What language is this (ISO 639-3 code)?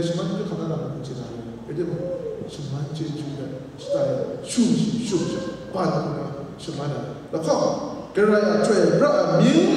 kac